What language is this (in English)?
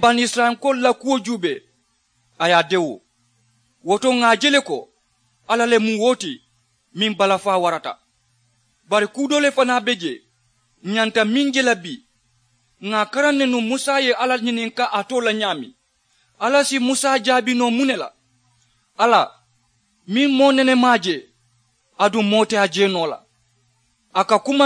Mandingo